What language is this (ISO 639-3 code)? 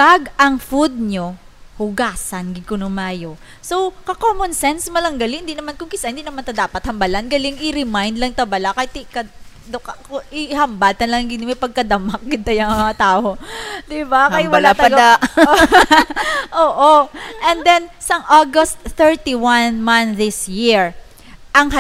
hil